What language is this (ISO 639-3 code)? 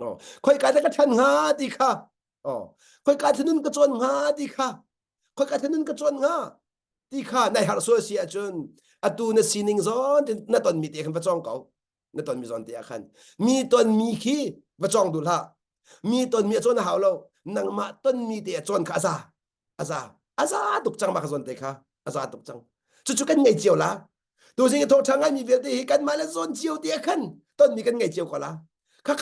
cnh